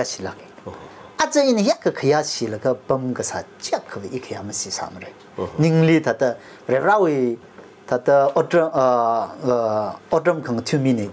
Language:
Tangkhul Naga (India)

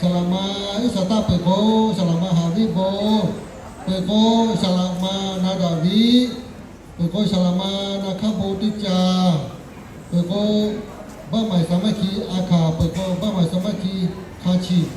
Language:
Lahu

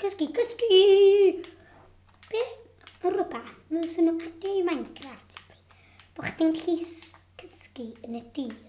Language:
Welsh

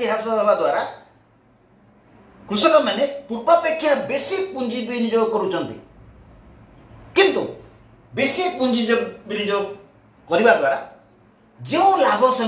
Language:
Odia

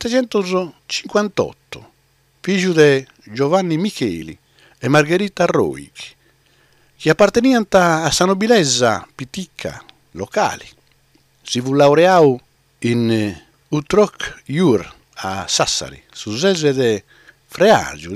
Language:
Sardinian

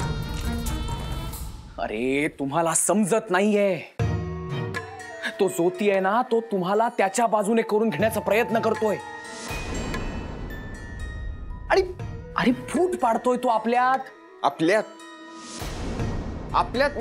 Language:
Marathi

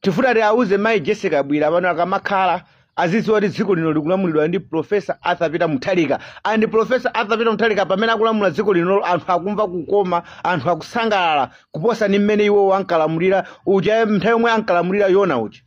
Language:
Nyanja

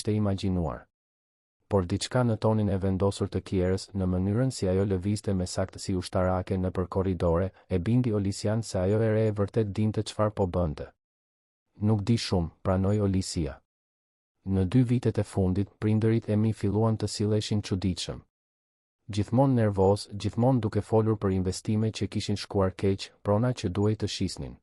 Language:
Albanian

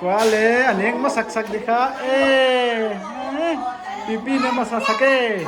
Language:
Paite Chin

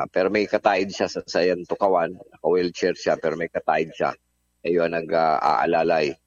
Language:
Bikol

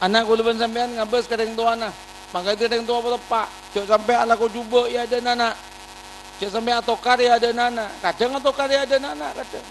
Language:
Madurese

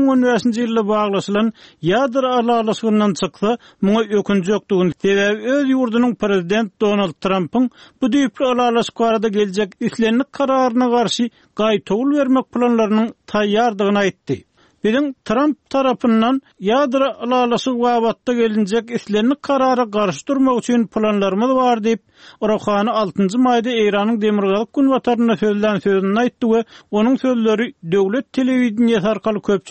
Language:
Turkmen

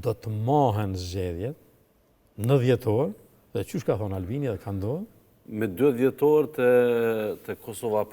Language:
Albanian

